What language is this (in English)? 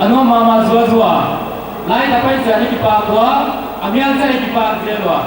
Paite Chin